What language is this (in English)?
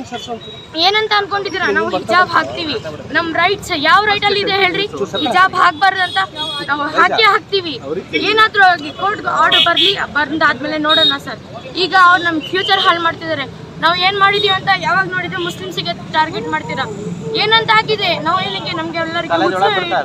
Kannada